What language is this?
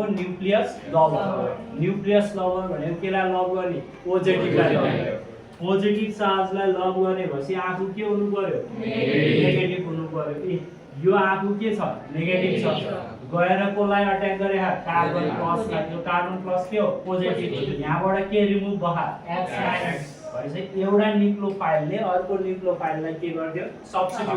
Nepali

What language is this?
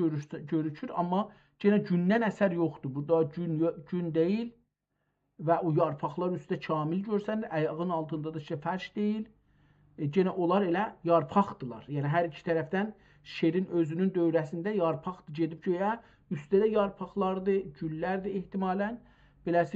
South Azerbaijani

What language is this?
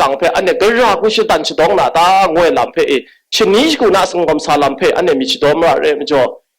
Kachin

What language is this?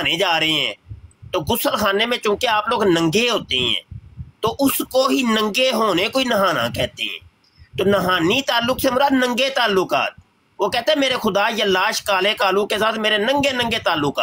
Urdu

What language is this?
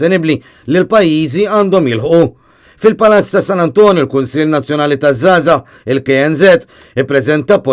Maltese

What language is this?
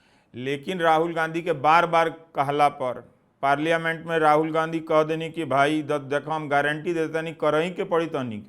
Bhojpuri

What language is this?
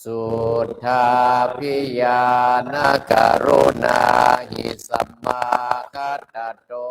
Pali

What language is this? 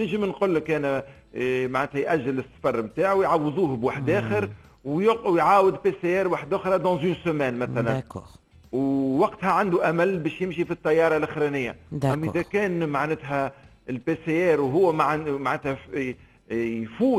Tunisian Arabic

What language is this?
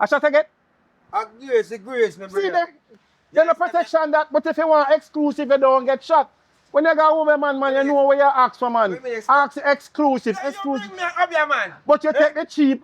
Jamaican Creole English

